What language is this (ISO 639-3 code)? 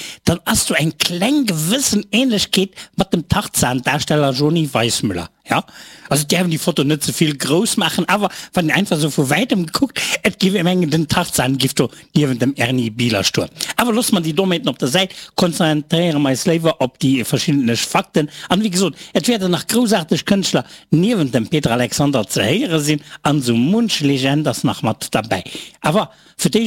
ltz